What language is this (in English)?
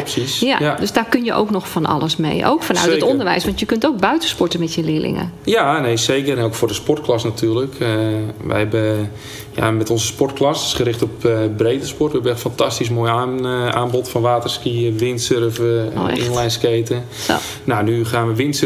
Dutch